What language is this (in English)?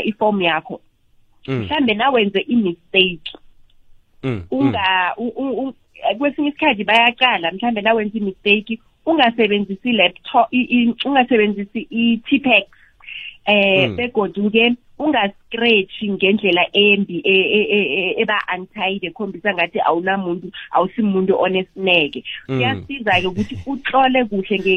South Ndebele